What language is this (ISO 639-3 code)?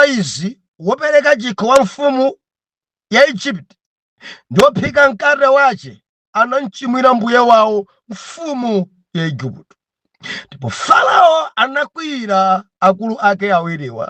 nya